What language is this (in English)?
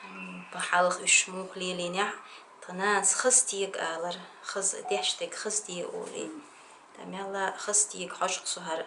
Chechen